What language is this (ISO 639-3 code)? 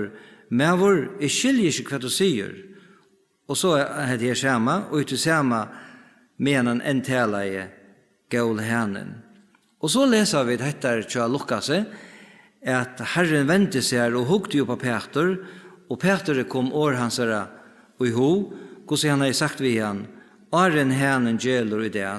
fao